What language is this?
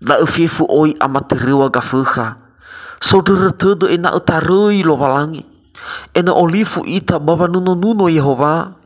Nias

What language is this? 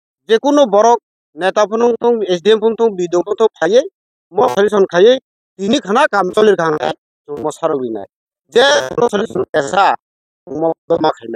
Kok Borok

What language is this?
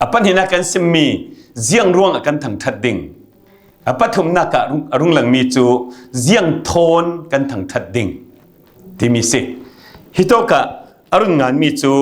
Falam Chin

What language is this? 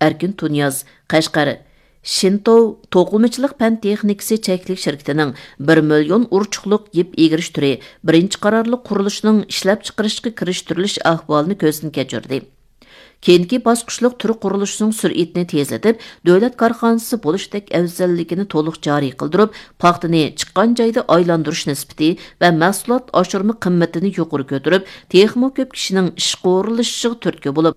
Uyghur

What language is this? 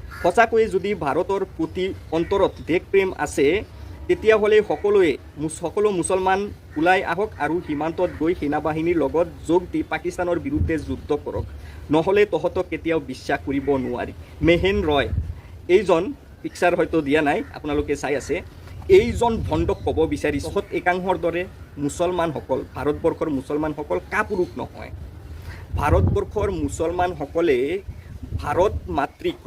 Assamese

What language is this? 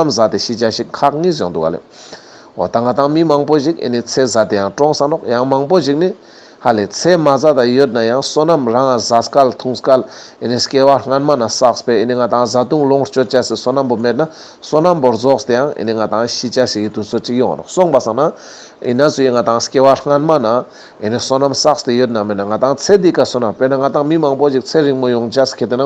Ladakhi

